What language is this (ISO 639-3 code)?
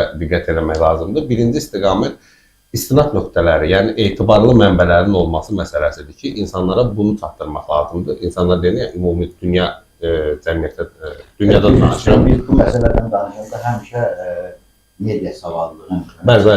aze